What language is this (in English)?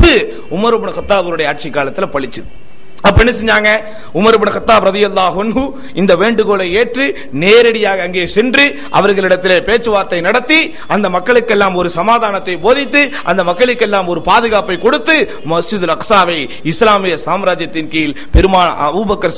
Tamil